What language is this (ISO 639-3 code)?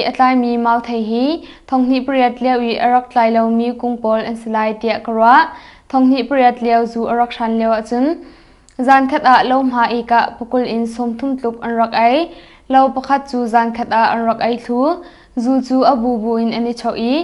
cnh